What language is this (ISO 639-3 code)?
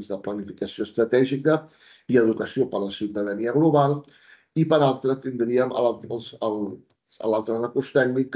cat